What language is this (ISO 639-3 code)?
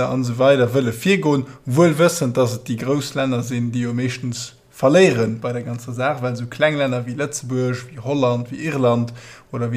ltz